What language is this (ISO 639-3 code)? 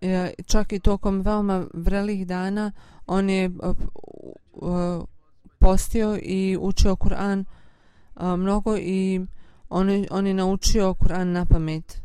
bos